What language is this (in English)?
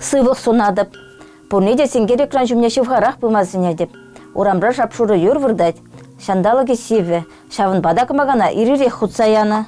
Chuvash